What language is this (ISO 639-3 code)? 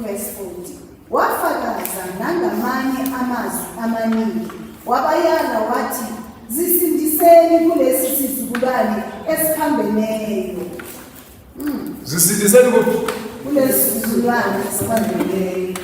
zul